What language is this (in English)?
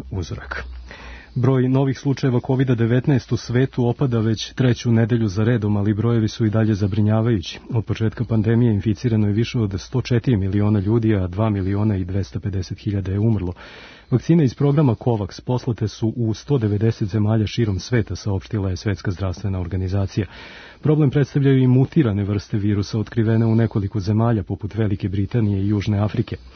Serbian